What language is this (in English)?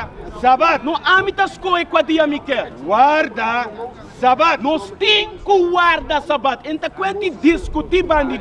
Papiamento